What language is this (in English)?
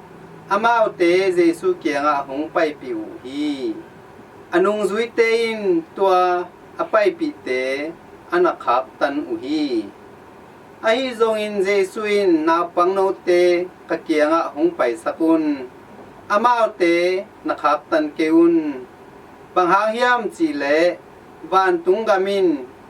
Tedim Chin